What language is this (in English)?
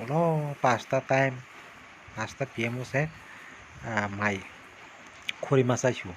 Kok Borok